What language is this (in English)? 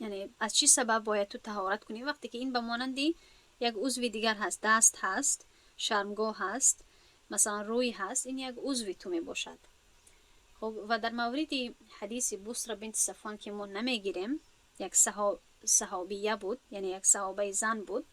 Tajik